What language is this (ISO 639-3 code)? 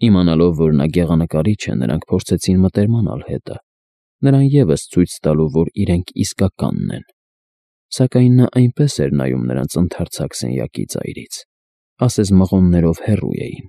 hye